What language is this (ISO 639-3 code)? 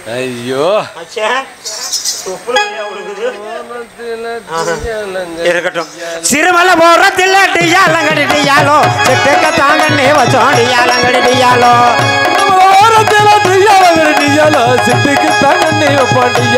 tam